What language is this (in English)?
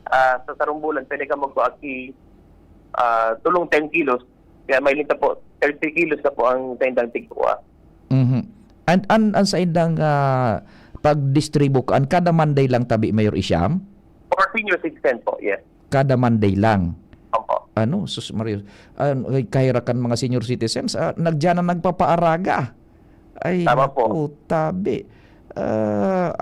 Bikol